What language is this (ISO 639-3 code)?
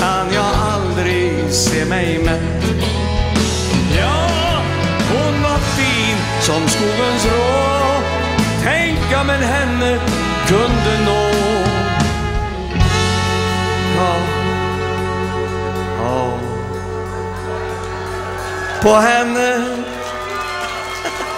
swe